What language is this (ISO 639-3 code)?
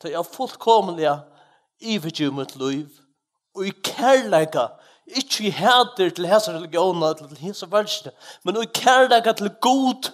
fao